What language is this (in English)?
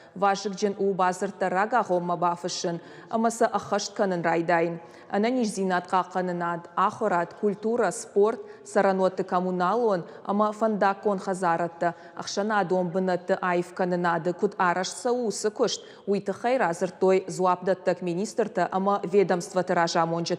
Ossetic